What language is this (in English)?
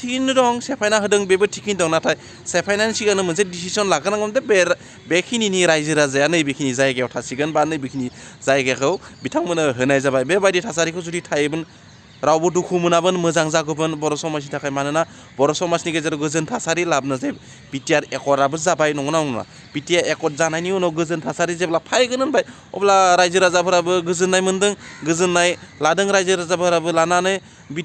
Bodo